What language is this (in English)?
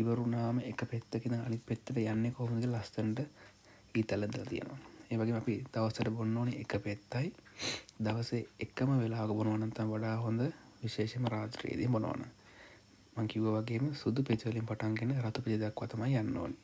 Sinhala